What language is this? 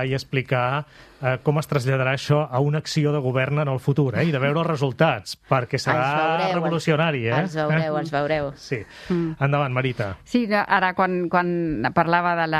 Catalan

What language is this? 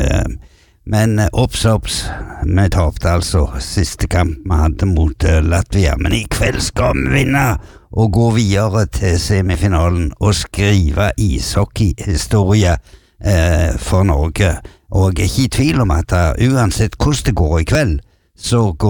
Norwegian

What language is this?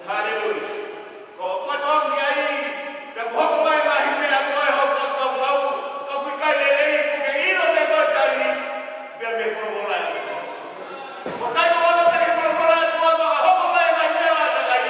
Tongan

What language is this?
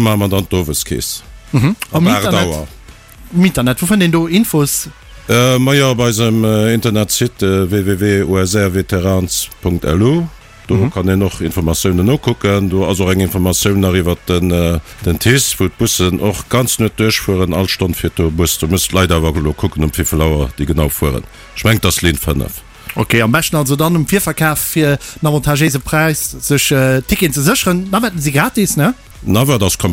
Luxembourgish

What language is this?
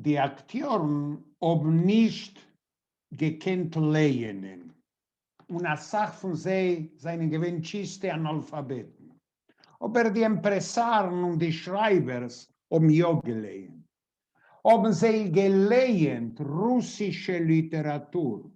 Yiddish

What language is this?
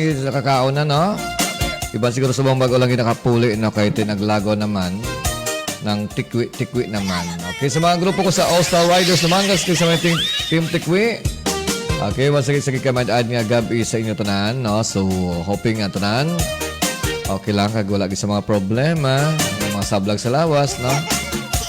Hiligaynon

